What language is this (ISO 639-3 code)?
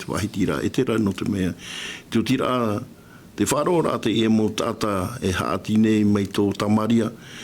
tah